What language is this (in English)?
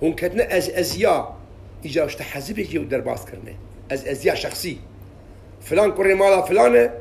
Kurdish